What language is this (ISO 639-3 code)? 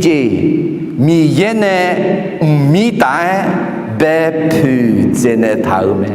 ahk